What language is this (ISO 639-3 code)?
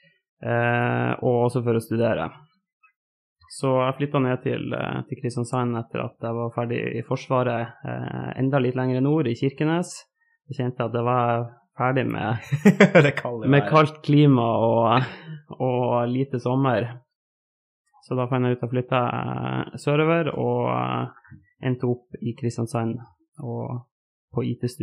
nor